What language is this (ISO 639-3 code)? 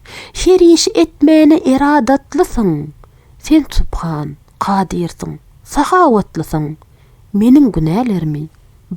tuk